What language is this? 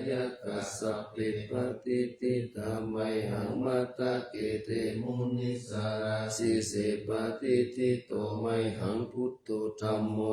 Pali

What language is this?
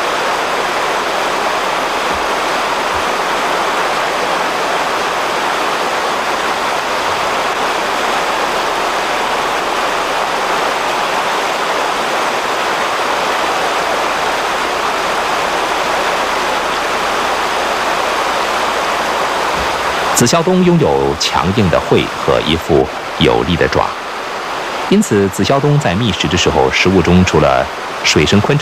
Chinese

